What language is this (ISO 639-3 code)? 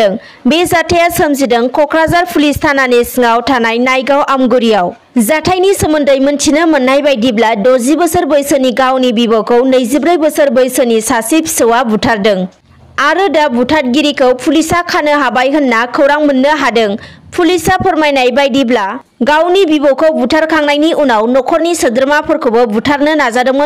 brx